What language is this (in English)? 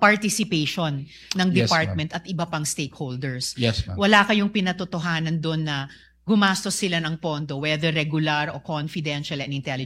Filipino